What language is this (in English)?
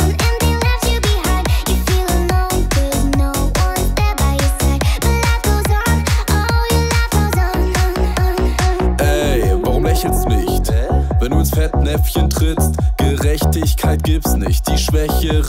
German